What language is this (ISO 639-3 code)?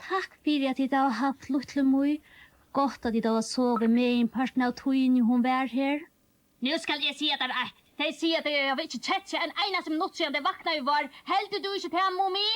fao